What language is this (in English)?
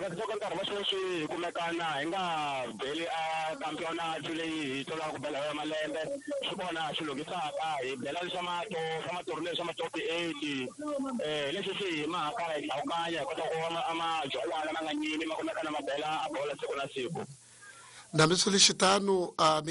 Tsonga